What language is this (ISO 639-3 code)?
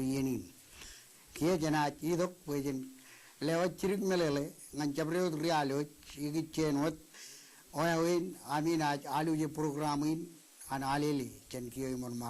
mah